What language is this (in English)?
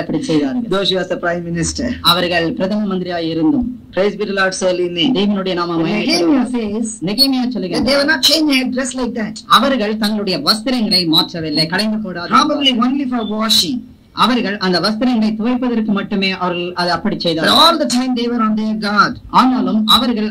Tamil